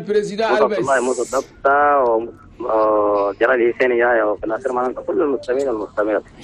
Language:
Chadian Arabic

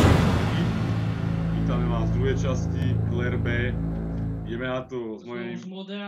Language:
Slovak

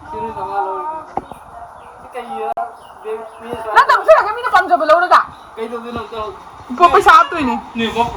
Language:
Manipuri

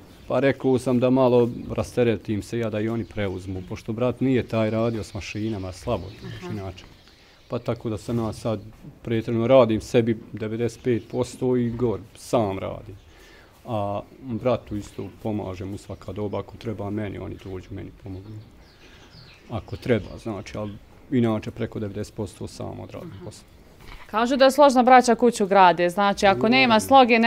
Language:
Bosnian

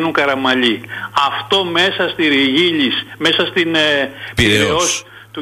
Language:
Greek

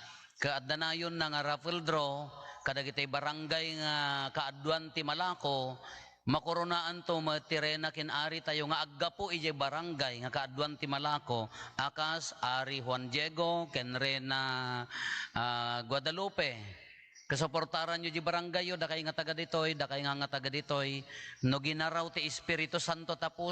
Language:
Iloko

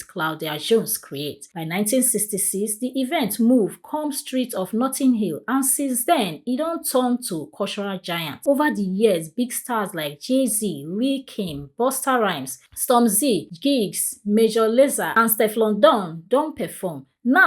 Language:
Nigerian Pidgin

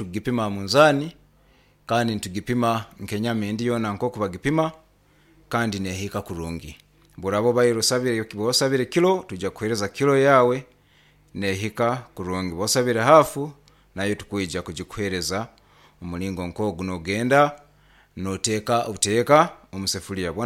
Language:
Nyoro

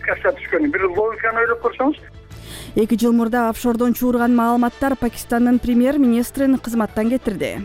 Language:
Kyrgyz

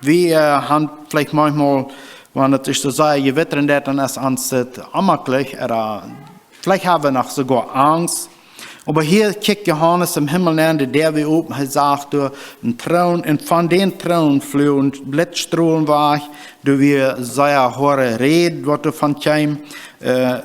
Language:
Plautdietsch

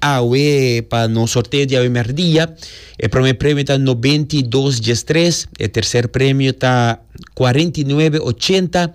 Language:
Papiamento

